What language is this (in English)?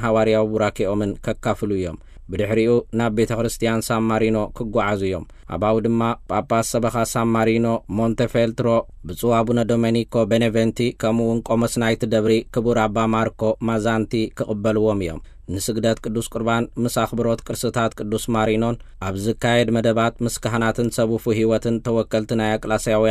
Tigrinya